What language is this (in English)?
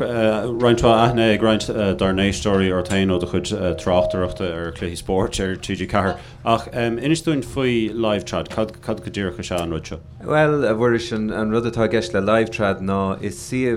Irish